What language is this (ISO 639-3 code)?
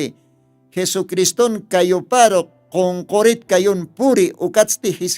aym